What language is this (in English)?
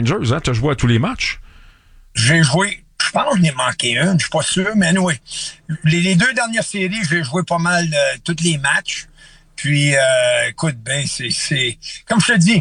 French